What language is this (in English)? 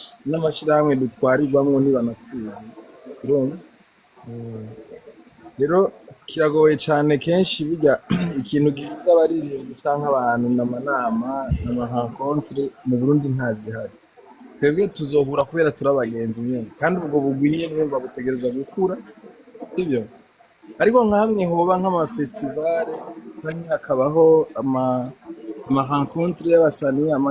Rundi